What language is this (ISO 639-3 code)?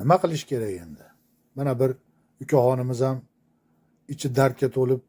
uzb